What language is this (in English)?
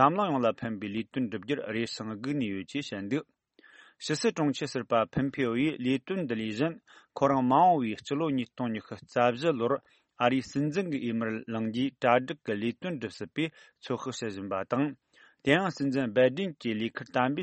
Tibetan